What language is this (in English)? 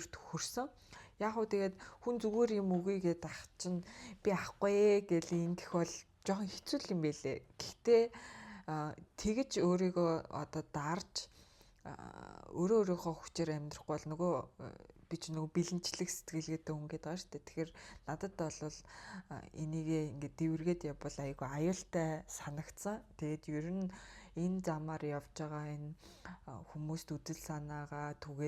Mongolian